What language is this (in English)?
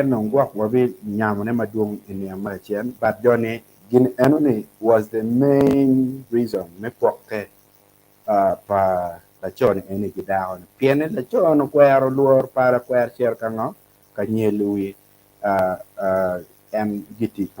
Acoli